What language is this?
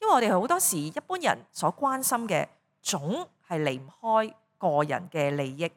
Cantonese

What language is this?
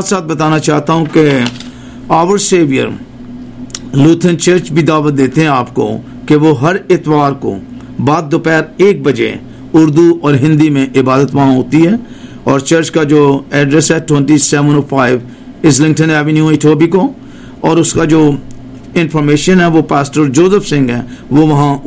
Urdu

